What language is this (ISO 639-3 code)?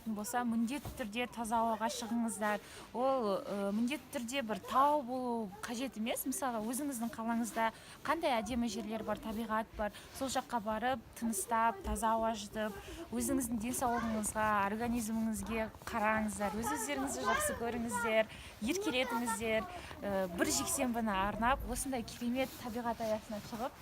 kaz